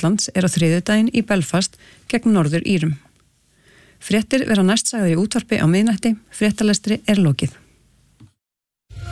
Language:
Icelandic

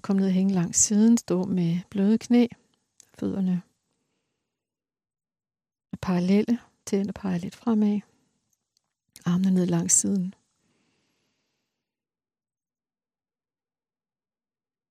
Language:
Danish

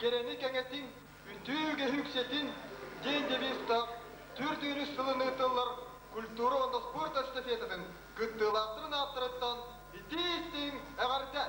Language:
Yakut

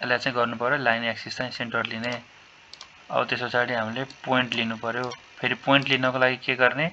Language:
Nepali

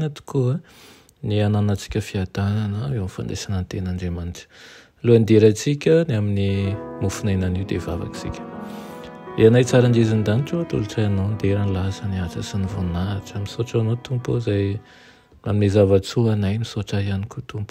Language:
Malagasy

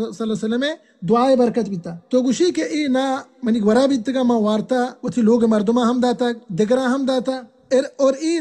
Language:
Baluchi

